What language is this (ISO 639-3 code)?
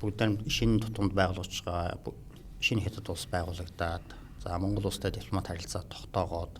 mon